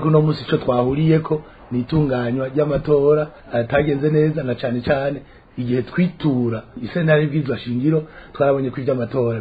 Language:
Rundi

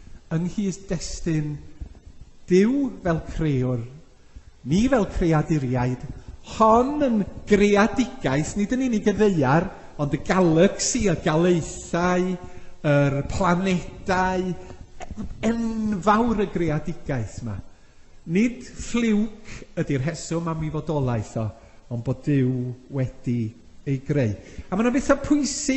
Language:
Welsh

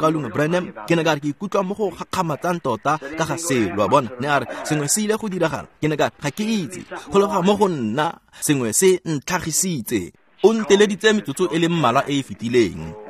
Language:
Tswana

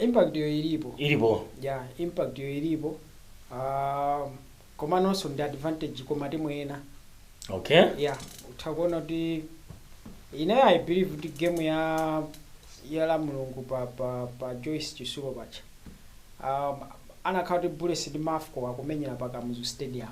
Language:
Nyanja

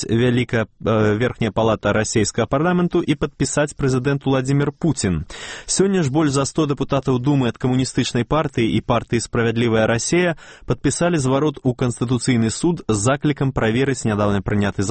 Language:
Belarusian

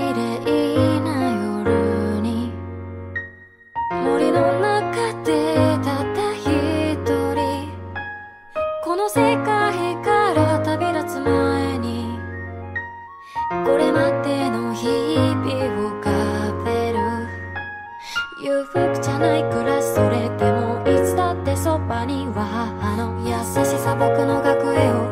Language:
Japanese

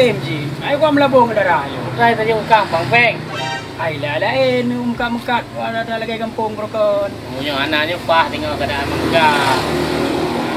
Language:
Achinese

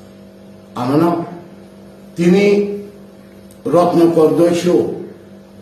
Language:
Kok Borok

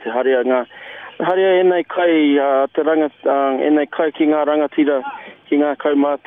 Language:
Māori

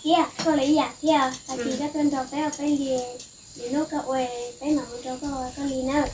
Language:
Hmong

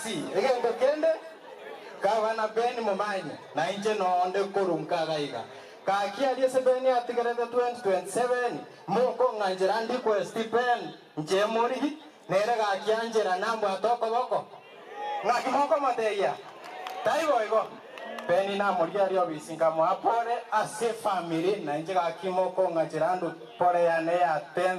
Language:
Gusii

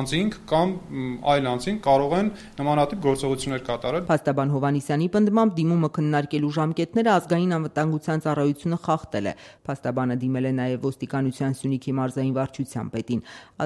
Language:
Armenian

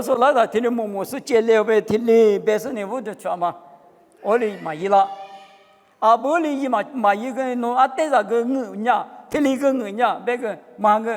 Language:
Lisu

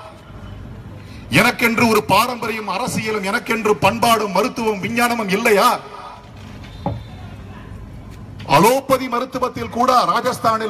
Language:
Tamil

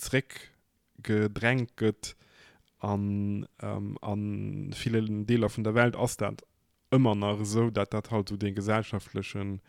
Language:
Luxembourgish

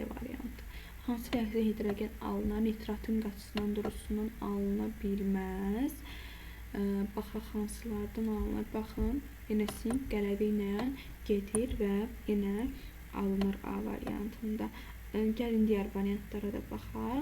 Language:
Azerbaijani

